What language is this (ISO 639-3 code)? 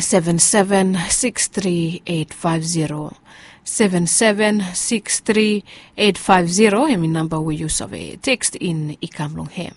bis